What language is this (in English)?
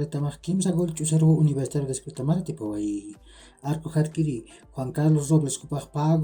Aymara